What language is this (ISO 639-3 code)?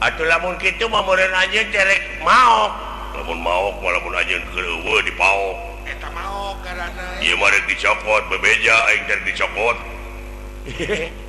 sun